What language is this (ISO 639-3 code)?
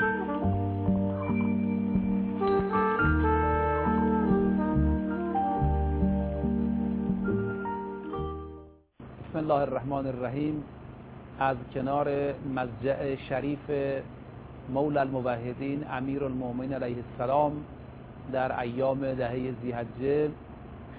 fas